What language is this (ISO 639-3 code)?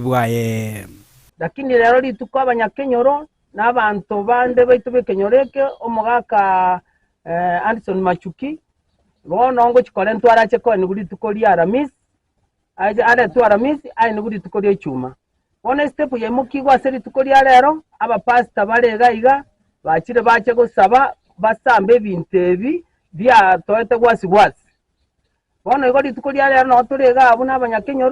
guz